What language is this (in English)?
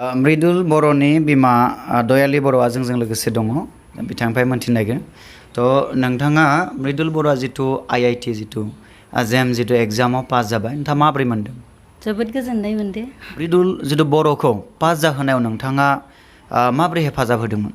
Bodo